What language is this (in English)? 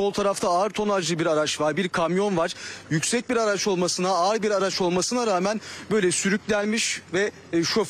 Turkish